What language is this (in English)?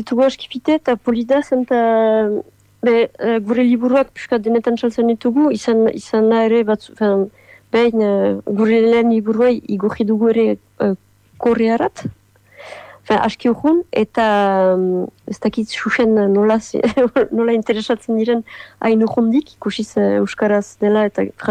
Basque